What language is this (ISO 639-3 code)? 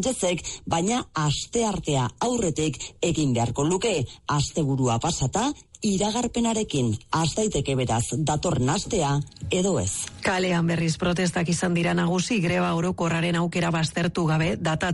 eus